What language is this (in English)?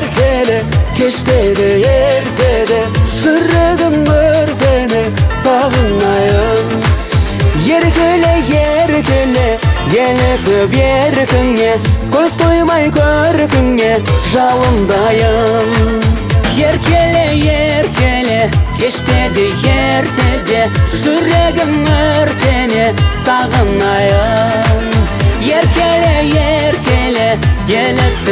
Kazakh